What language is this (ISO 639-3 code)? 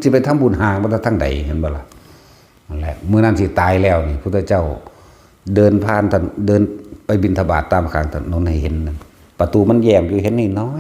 tts